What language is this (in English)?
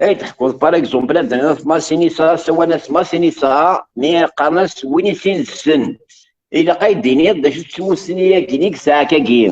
Kabyle